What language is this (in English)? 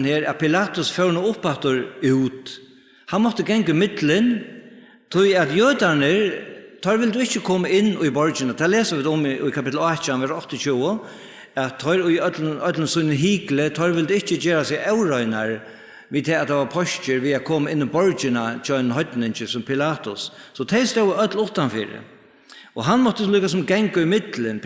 Faroese